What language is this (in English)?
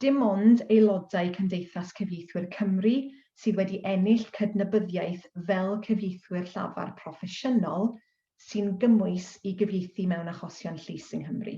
Welsh